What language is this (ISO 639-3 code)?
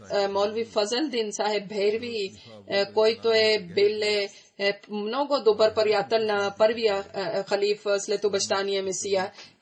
bul